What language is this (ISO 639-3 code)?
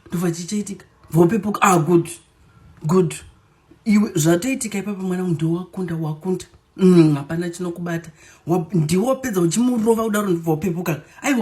sna